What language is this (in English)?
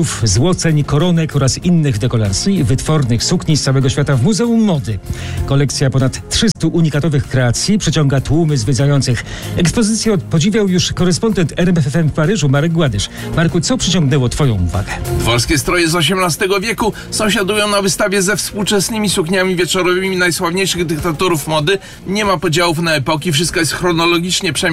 Polish